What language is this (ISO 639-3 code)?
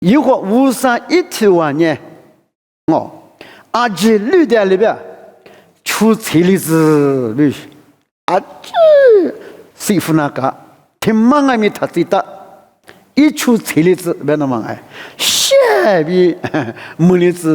lis